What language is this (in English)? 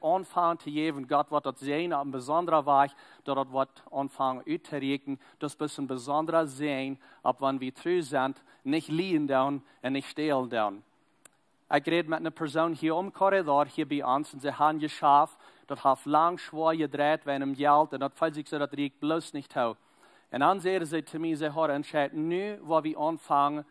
Plautdietsch